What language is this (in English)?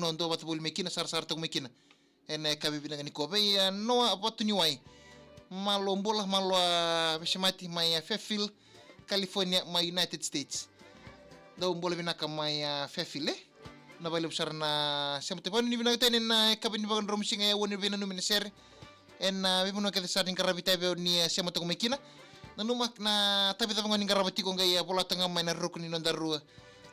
Fijian